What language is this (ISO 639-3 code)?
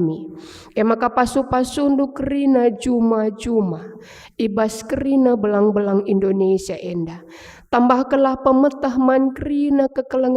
btx